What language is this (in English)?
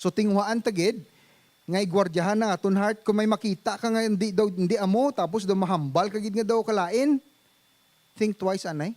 Hiligaynon